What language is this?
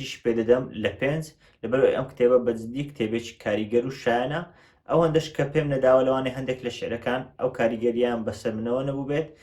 Central Kurdish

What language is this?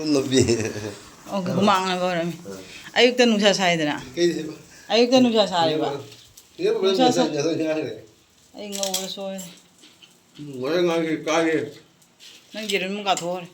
Manipuri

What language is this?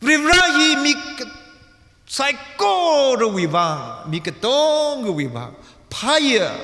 Tangkhul Naga (India)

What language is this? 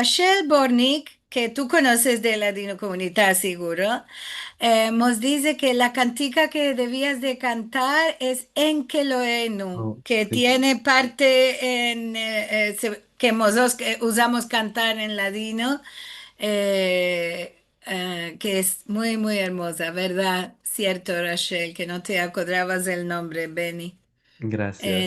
Ladino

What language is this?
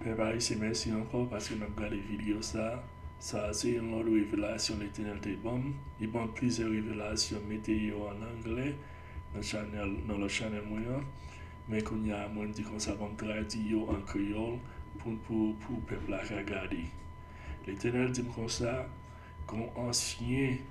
Haitian Creole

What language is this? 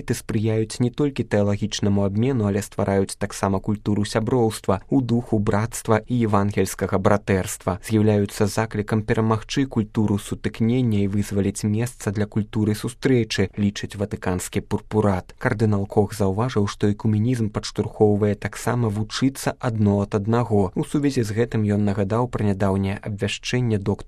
Belarusian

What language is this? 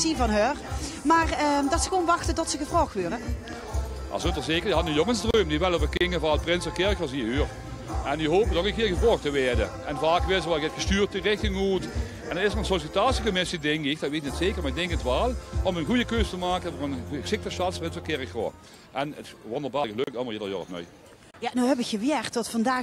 Limburgish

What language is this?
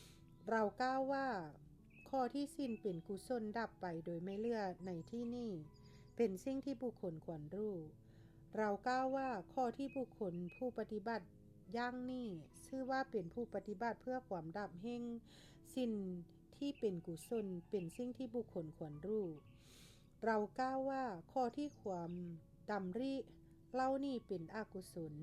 Lao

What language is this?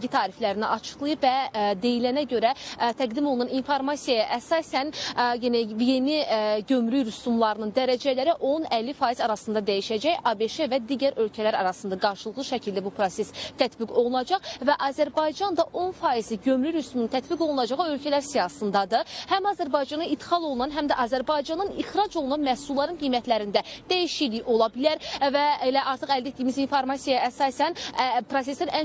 Azerbaijani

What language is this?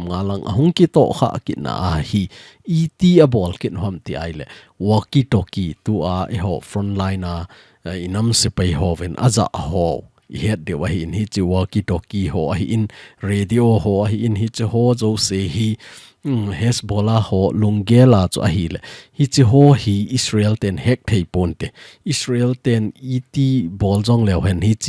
Thado Chin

